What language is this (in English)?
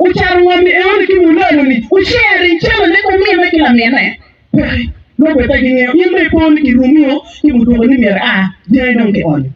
Acoli